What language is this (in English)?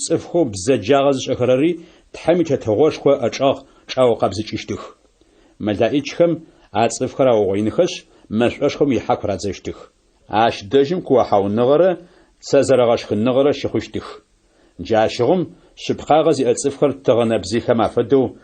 Adyghe